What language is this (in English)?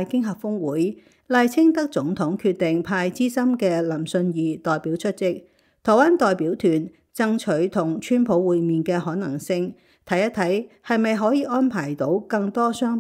Cantonese